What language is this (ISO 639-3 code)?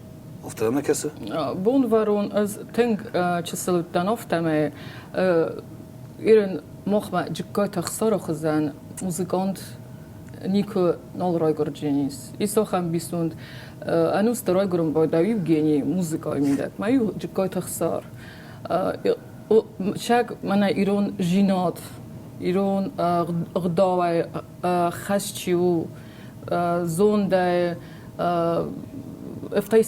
oss